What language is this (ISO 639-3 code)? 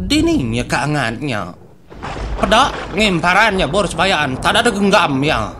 iba